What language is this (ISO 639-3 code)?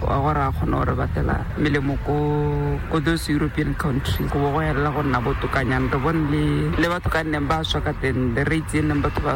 tsn